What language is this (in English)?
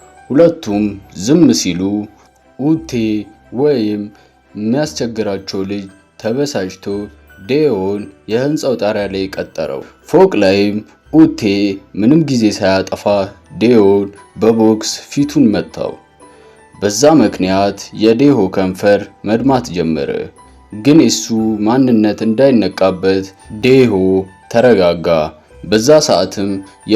Amharic